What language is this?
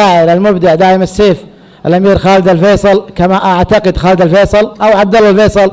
Arabic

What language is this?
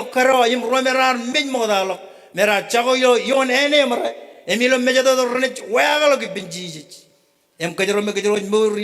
Marshallese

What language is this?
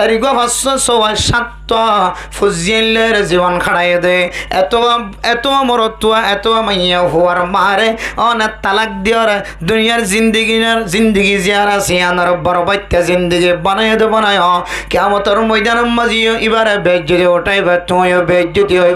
Rohingya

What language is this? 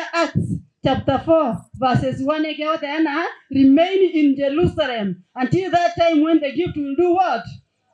Gusii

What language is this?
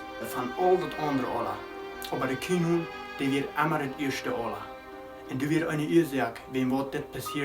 Plautdietsch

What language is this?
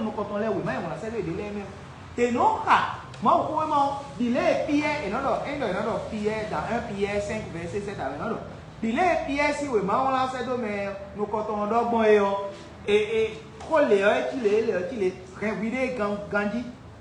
Fon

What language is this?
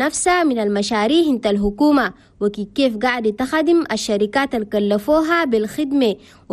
Chadian Arabic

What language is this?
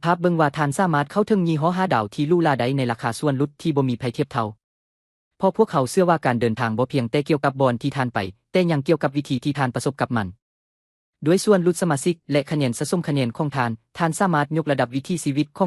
Lao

